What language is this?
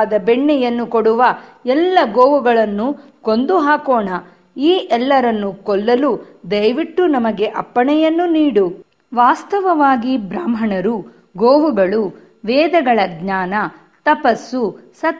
Kannada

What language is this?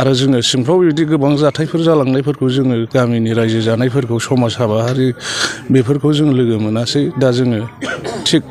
Bodo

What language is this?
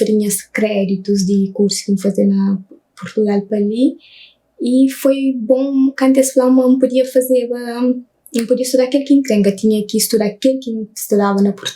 Kabuverdianu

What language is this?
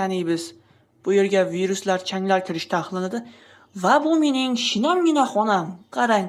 Uzbek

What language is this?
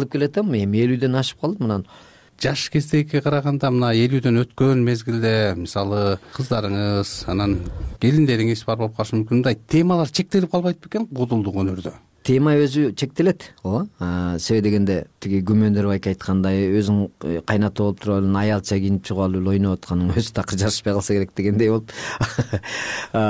Kyrgyz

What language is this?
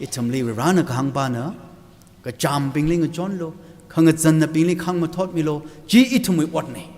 Tangkhul Naga (India)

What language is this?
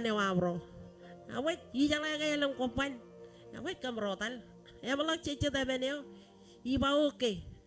Marshallese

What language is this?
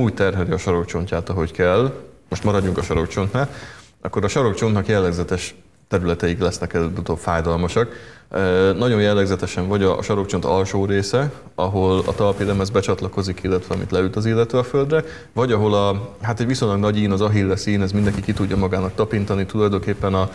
Hungarian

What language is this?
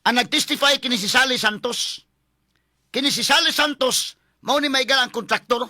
Cebuano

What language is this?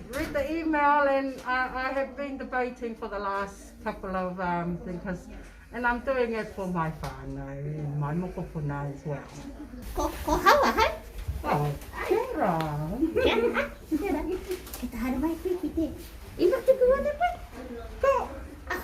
Māori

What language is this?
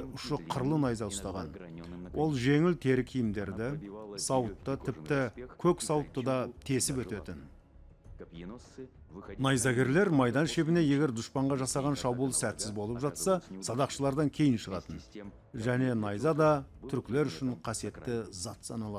Kazakh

